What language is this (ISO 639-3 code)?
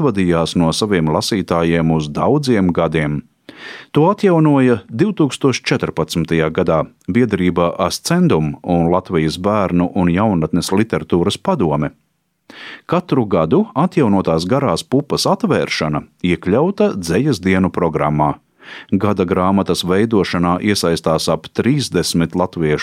lav